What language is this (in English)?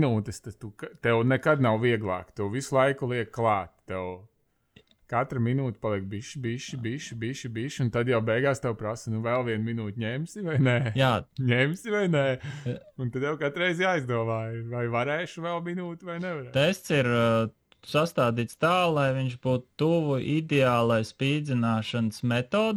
Latvian